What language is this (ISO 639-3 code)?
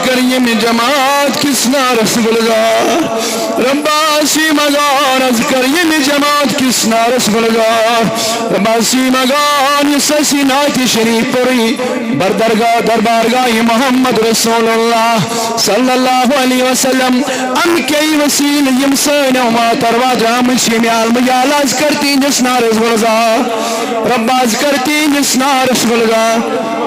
kas